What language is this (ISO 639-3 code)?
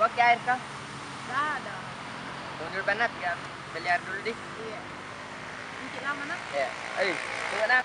mfp